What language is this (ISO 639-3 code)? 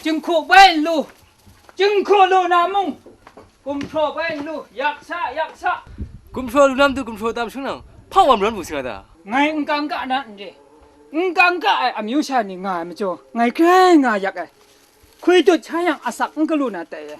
kac